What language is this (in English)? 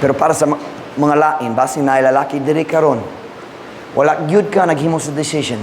Cebuano